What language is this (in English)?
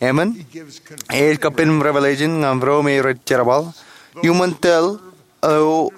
Marshallese